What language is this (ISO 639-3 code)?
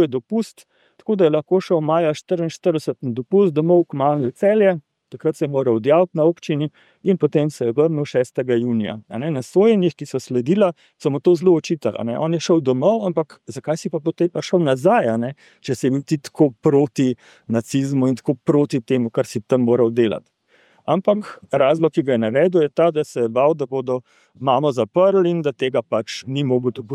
slv